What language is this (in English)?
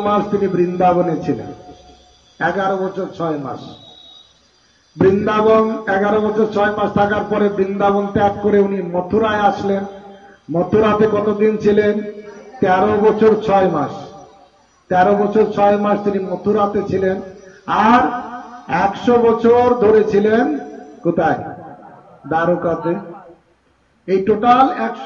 Bangla